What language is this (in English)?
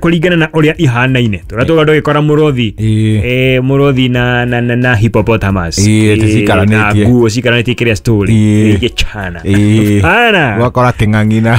Kikuyu